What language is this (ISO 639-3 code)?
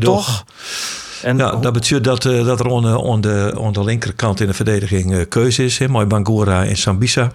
fry